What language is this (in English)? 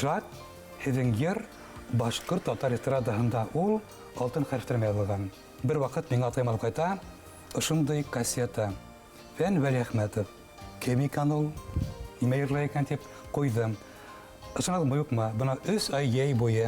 Bashkir